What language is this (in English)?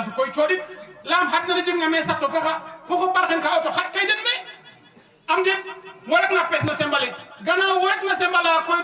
Wolof